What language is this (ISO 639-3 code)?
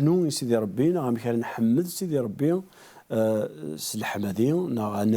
kab